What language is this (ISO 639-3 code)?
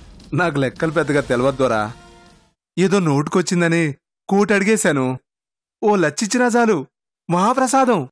tel